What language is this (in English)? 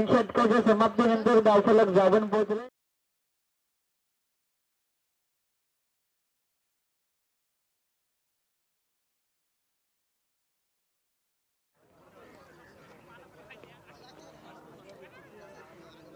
Marathi